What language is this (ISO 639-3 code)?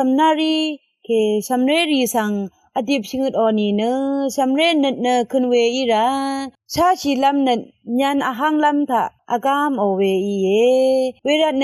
raw